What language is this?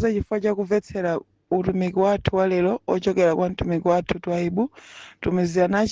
Nyanja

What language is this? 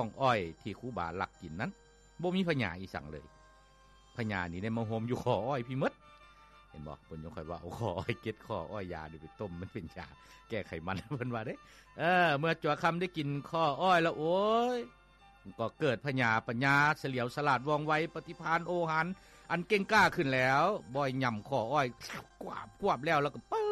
Lao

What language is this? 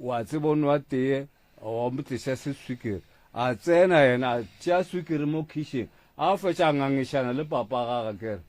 Northern Sotho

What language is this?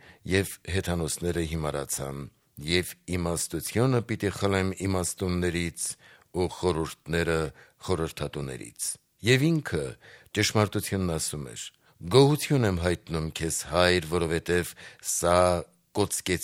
Armenian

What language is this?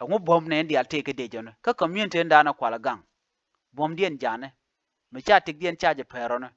Nuer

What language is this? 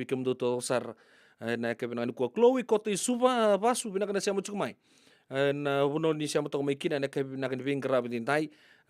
Fijian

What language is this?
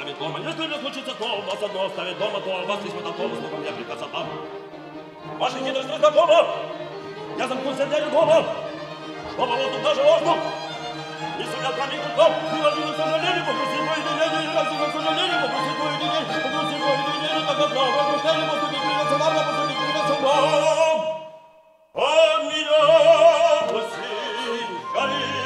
Russian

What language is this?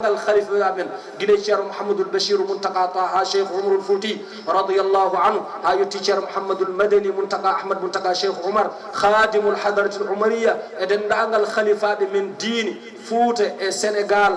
Fula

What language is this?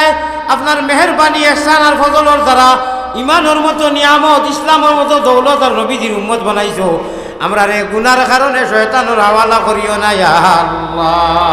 Sylheti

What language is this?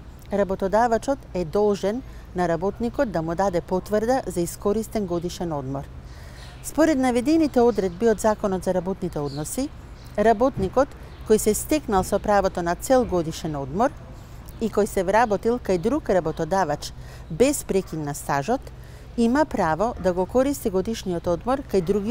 Macedonian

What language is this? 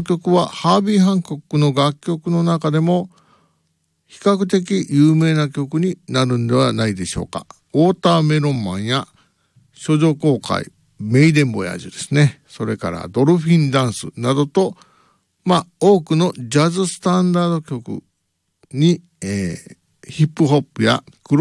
Japanese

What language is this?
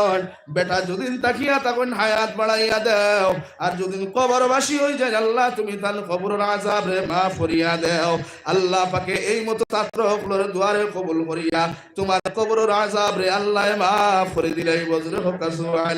Sylheti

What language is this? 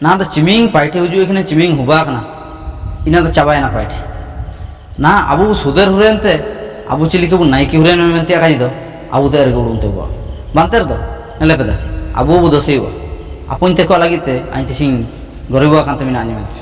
Ho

